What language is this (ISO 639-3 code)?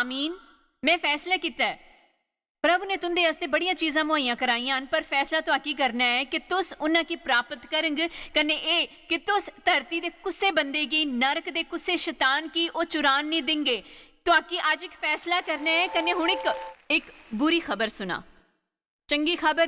doi